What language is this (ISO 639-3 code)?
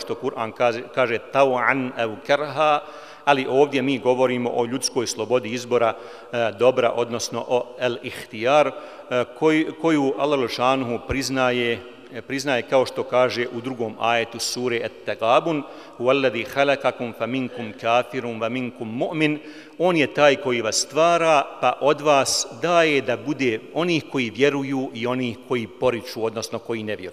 bos